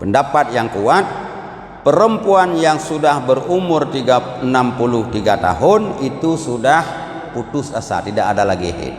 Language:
Achinese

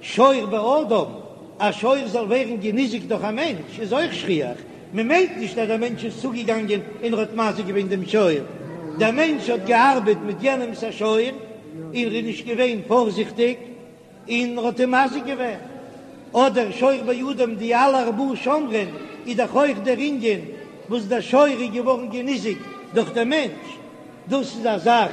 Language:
Yiddish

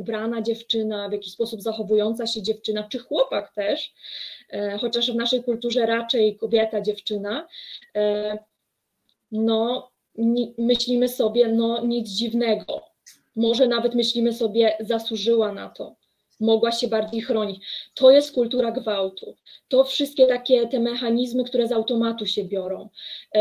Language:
Polish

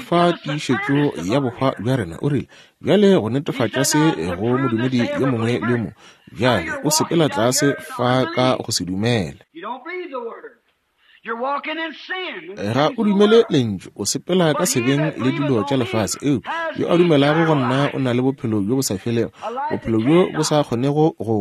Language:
Northern Sotho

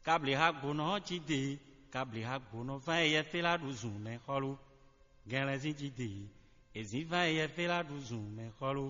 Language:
Fon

